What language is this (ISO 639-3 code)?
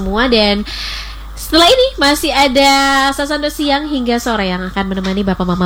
ind